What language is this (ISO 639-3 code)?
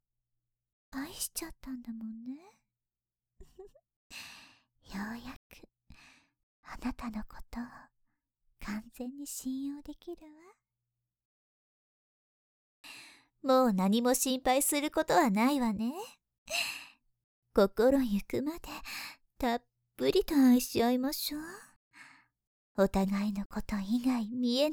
jpn